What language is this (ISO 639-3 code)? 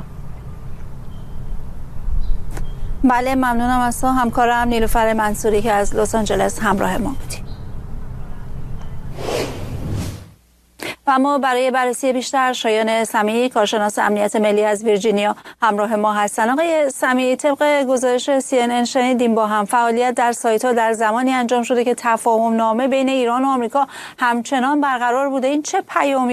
fas